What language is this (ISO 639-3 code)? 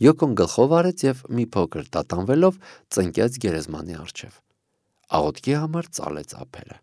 hye